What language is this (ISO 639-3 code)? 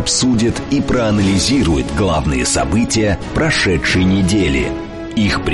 rus